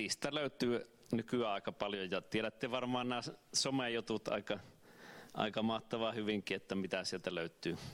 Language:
Finnish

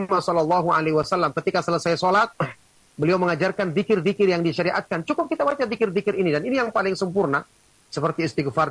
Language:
Indonesian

